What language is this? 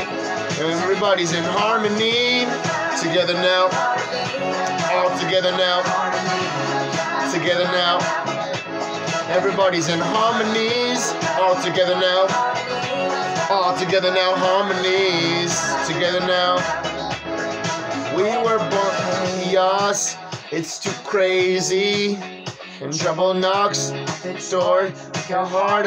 English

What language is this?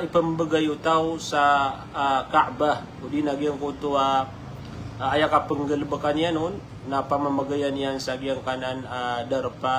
Maranao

